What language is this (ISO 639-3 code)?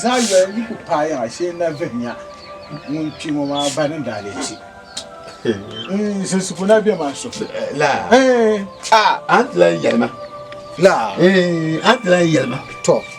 dag